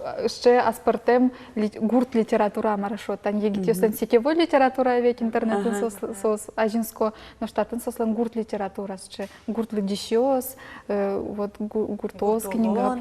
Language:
Udmurt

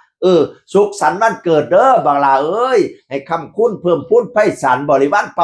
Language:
Northeastern Thai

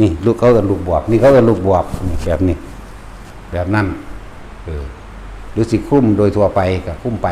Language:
Northeastern Thai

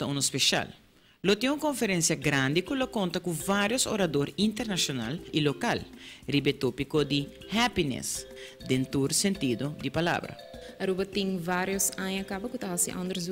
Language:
Papiamento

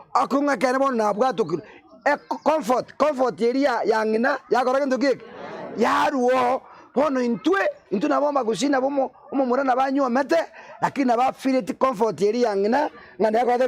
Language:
Gusii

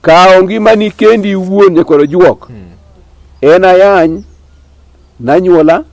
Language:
Luo (Kenya and Tanzania)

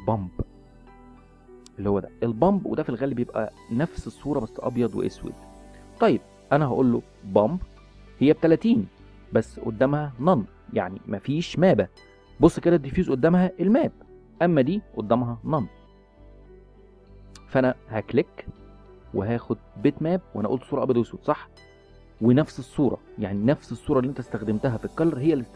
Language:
Egyptian Arabic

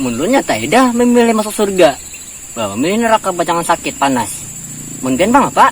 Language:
Banjar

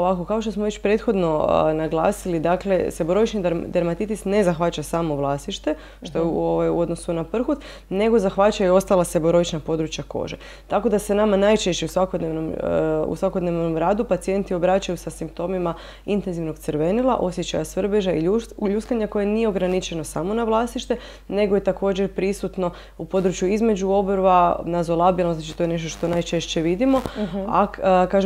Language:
Croatian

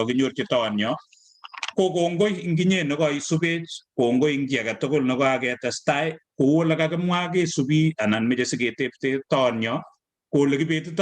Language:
Kalenjin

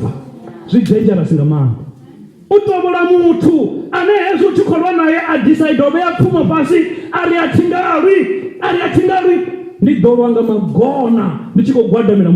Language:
Venda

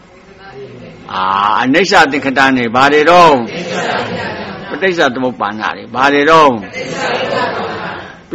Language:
Burmese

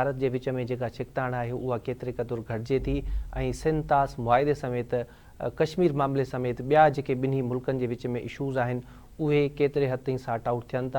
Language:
Sindhi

